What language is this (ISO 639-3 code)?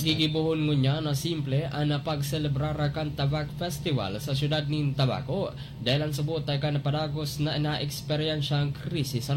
bik